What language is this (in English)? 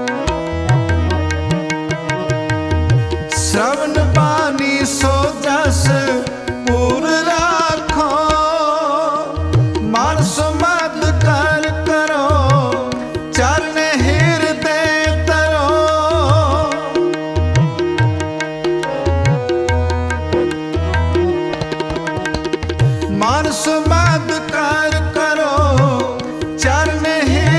Hindi